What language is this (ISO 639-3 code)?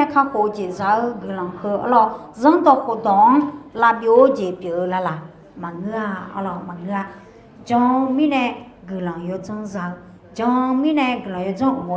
ahk